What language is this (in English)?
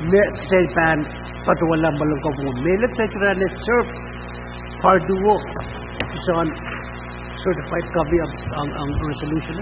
Pohnpeian